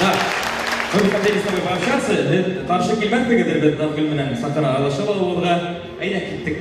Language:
Bashkir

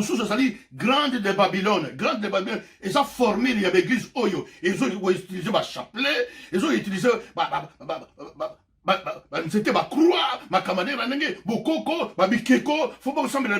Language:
Lingala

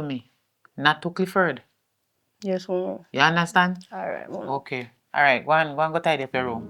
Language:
Jamaican Creole English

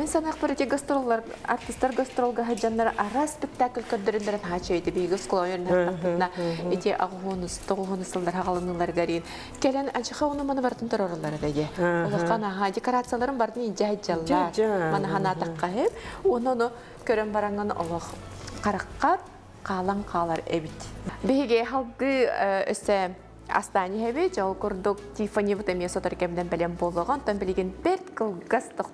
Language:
Yakut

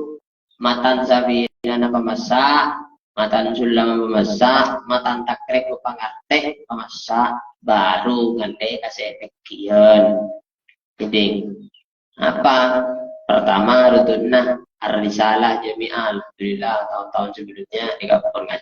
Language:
Madurese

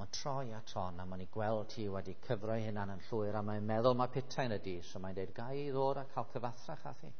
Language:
Welsh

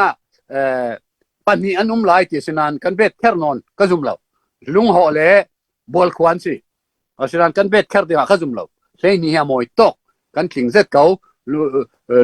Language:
Falam Chin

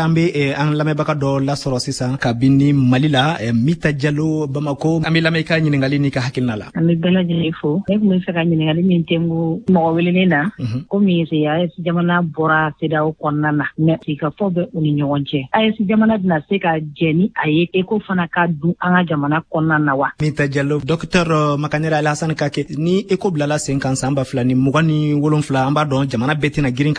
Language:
Bambara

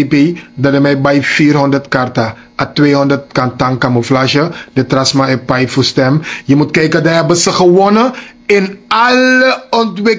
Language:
Sranan Tongo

